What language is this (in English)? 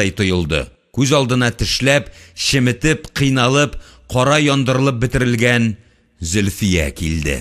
Tatar